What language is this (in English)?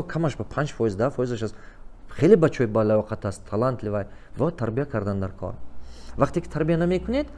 Tajik